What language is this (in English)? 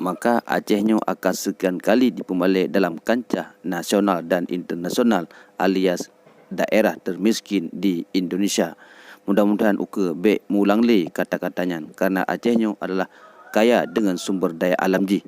Achinese